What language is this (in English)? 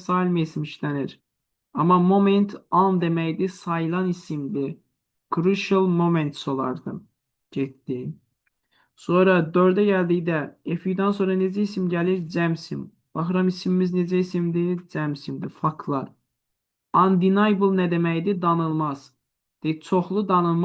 Azerbaijani